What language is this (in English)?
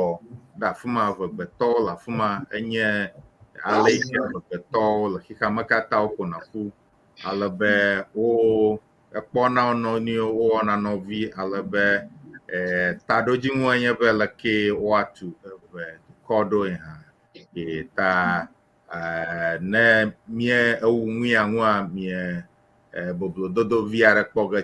Ewe